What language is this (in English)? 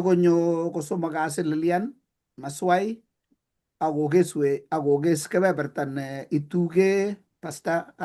Kalenjin